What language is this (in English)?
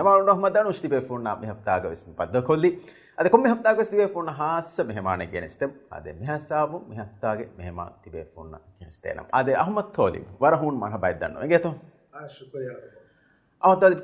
Divehi